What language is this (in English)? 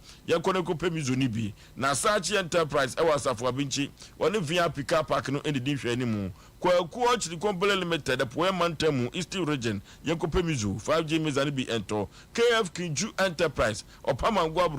Akan